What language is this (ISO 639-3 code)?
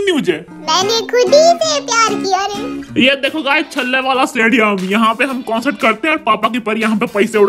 hin